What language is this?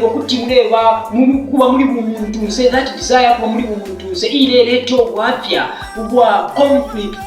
Bemba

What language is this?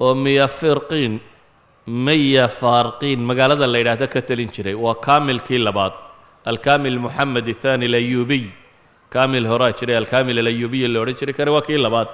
Somali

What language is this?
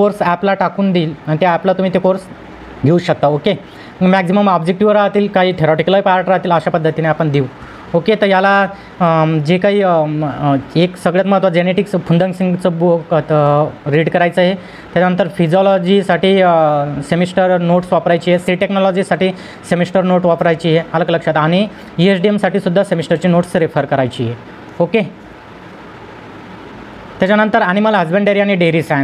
Marathi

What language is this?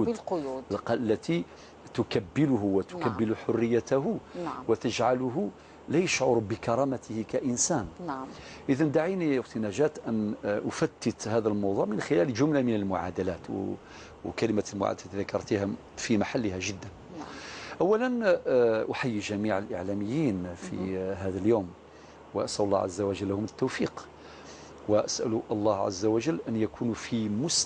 Algerian Arabic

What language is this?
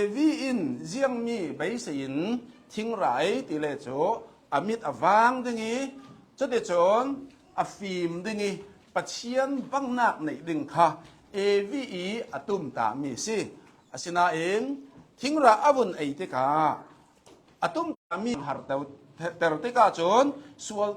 Hakha Chin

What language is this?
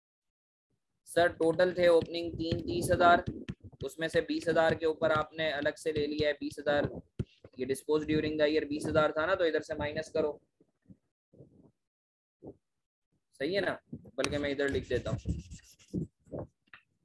Hindi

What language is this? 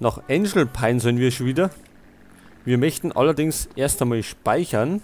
Bavarian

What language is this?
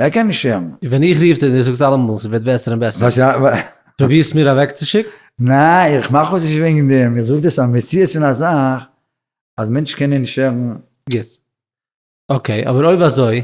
Yiddish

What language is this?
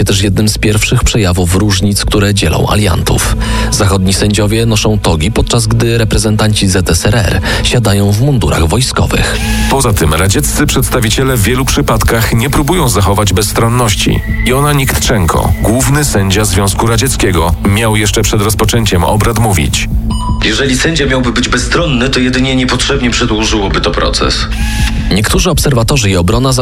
Polish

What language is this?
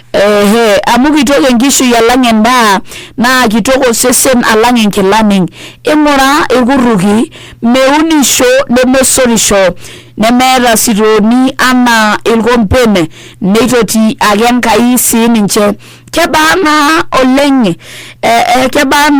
Masai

